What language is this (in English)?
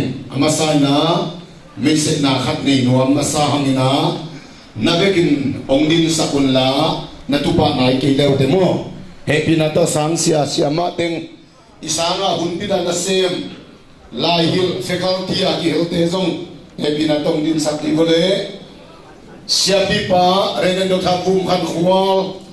Tedim Chin